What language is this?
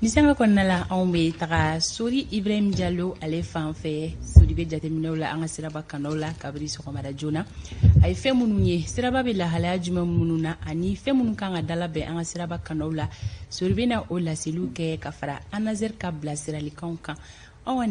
Bambara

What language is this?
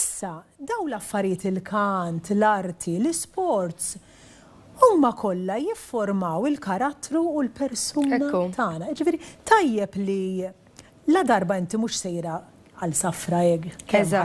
Maltese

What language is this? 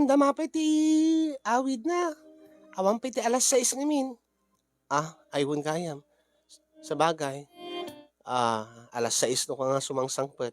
Iloko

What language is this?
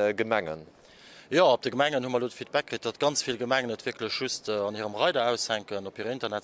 Luxembourgish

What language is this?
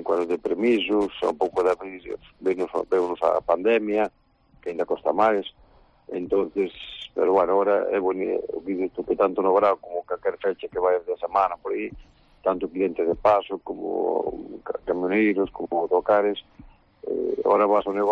Galician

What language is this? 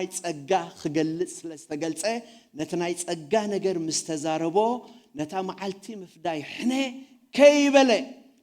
Tigrinya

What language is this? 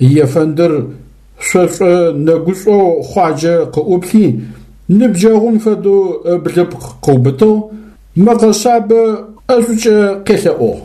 Adyghe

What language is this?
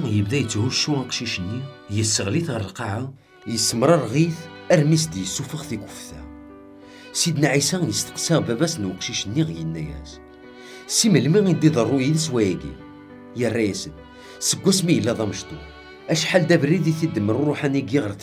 Kabyle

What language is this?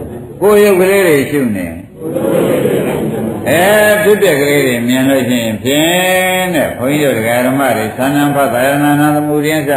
Burmese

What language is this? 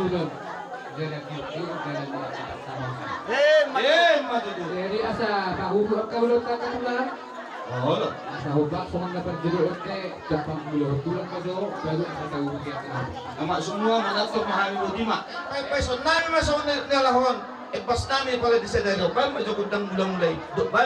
Batak Toba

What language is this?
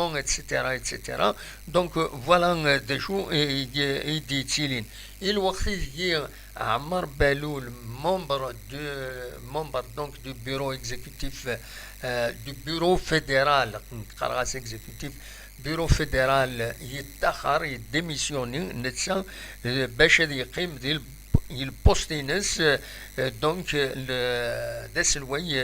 Kabyle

